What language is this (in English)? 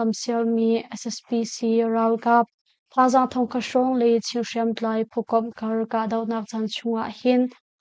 Hakha Chin